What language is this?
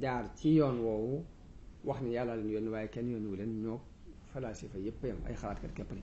Wolof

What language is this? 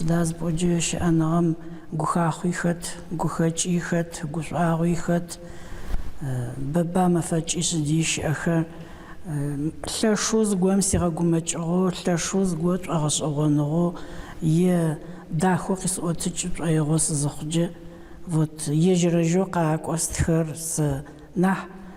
Adyghe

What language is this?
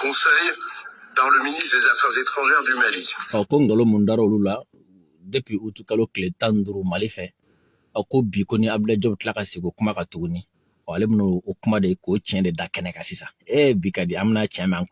Bambara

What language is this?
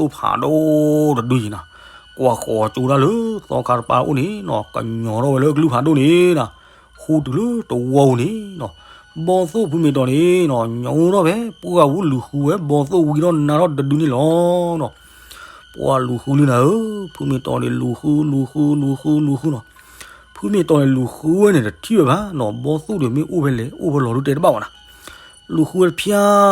S'gaw Karen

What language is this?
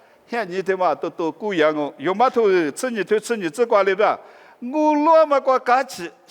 Lisu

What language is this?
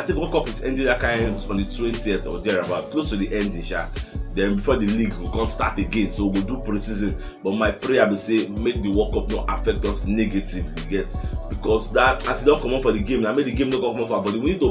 Nigerian Pidgin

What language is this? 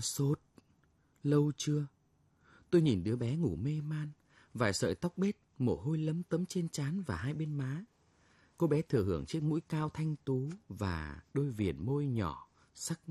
Vietnamese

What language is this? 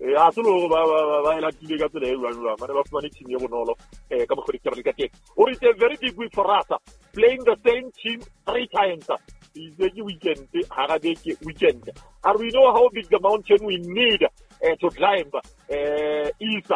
Southern Sotho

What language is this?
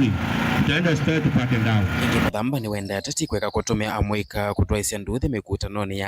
Kamba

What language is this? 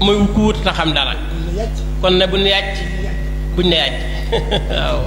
Wolof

